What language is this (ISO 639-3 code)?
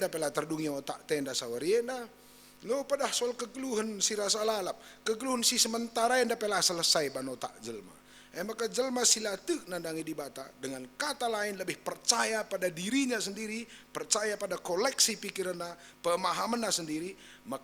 btx